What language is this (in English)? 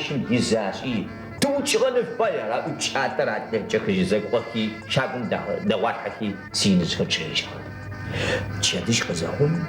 Adyghe